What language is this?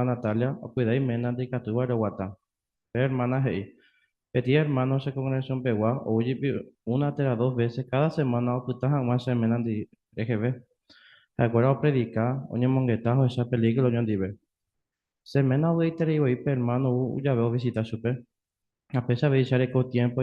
Guarani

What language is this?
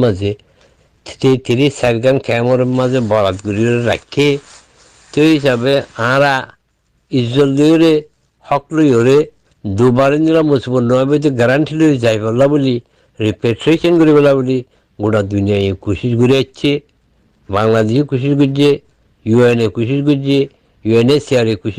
Rohingya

